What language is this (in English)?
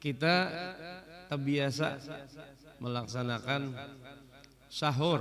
Banjar